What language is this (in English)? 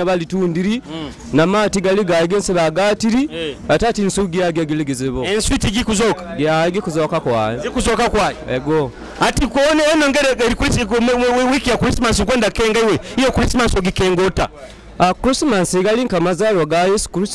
Nyoro